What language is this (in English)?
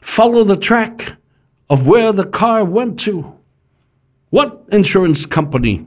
Samoan